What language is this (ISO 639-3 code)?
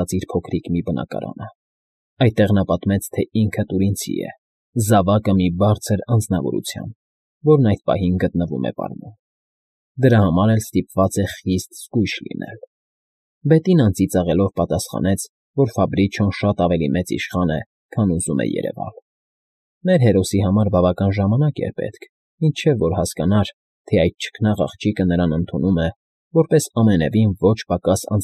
hye